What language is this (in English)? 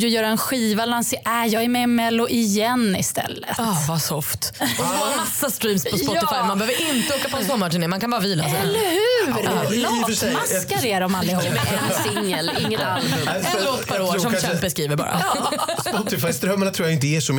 Swedish